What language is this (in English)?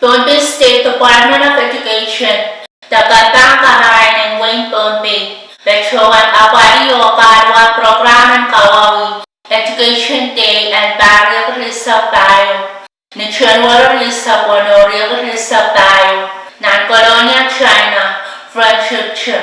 Pohnpeian